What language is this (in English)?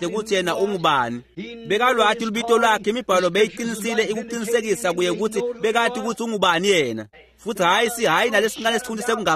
Swati